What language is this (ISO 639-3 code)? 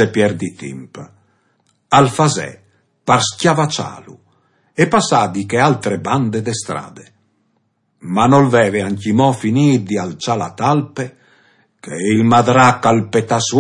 fur